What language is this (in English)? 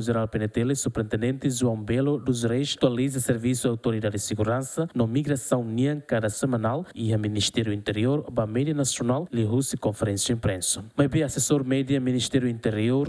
Tetum